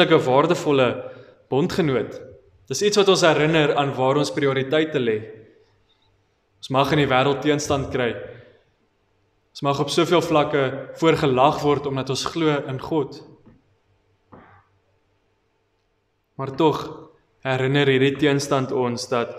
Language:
Afrikaans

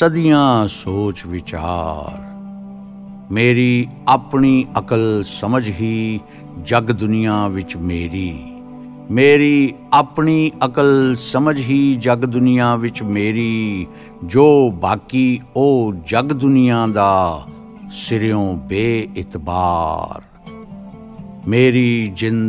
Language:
Punjabi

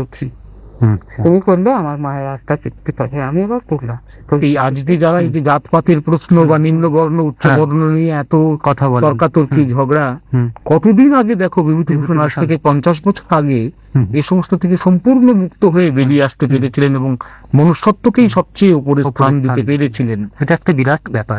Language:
Bangla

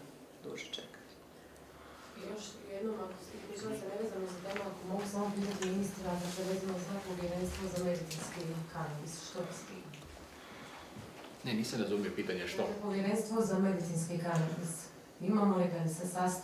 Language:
Croatian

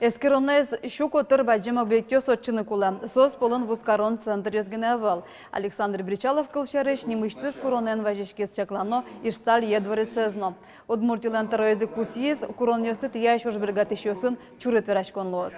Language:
Udmurt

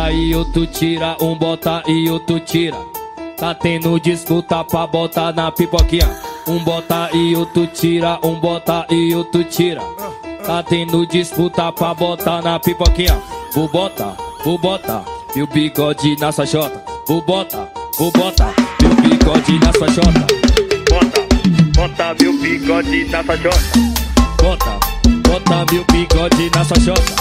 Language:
Portuguese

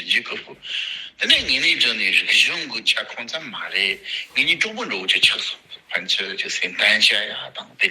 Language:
Tibetan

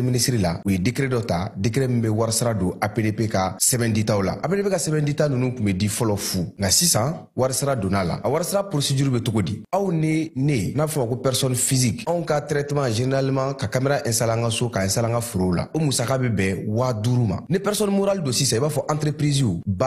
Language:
Bambara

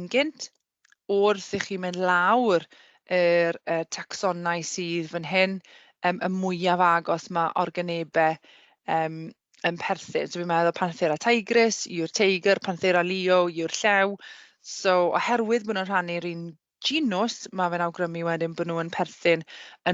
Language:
Welsh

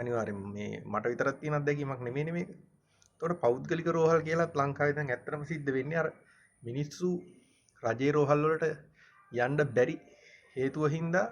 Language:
Sinhala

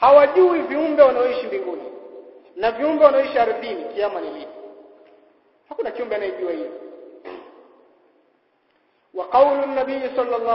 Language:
Swahili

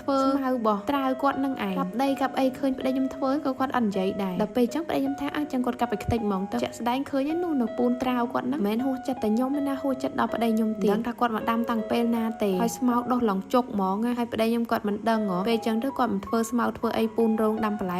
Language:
Khmer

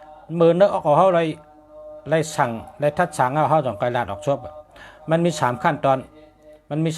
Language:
Shan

